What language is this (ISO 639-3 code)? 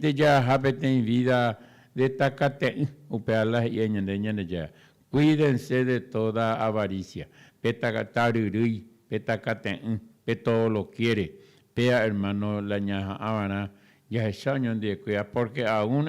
grn